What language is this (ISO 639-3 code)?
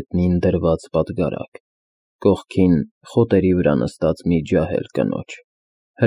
hye